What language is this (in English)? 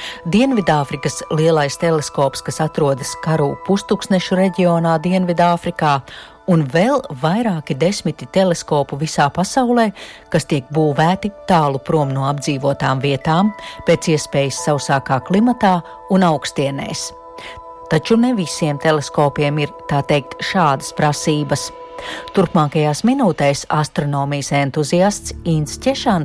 Latvian